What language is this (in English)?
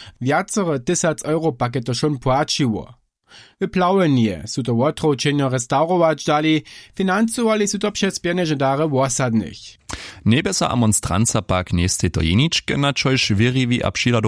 Upper Sorbian